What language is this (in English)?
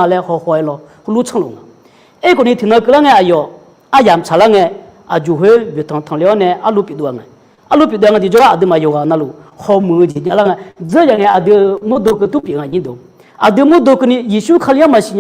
Akha